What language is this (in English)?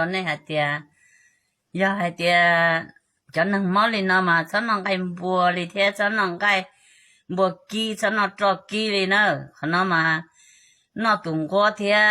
Hmong